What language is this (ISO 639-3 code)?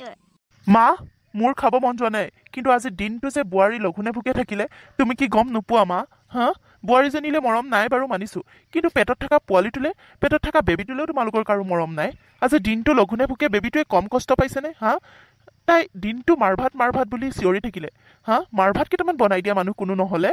asm